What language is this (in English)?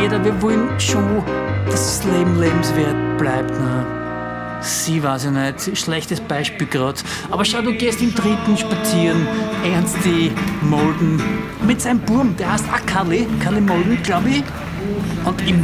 Bavarian